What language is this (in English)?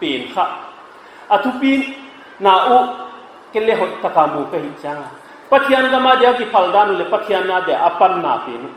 Paite Chin